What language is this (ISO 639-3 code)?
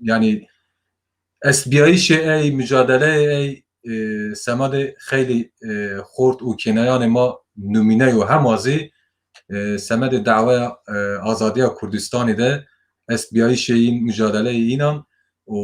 zza